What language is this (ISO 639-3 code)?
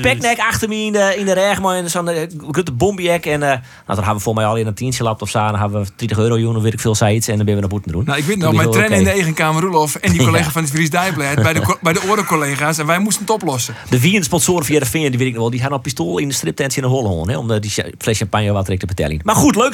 fry